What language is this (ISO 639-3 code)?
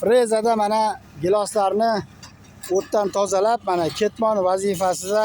uzb